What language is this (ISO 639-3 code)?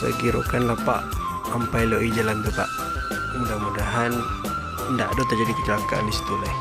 min